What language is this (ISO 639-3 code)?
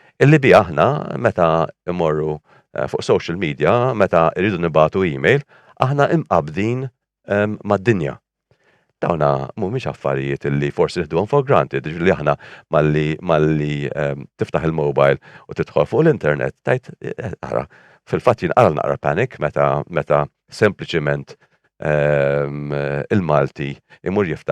mlt